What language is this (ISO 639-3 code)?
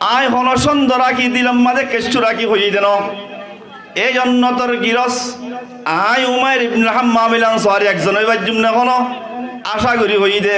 rhg